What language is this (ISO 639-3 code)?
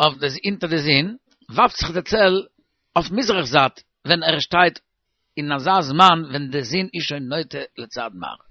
yid